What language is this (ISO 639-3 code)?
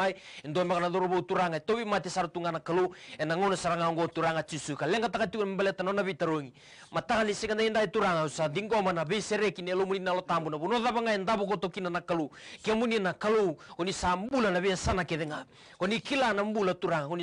fij